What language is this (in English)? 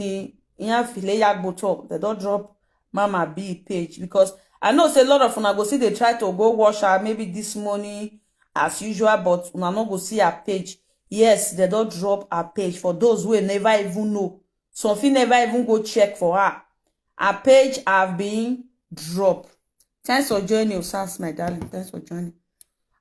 Nigerian Pidgin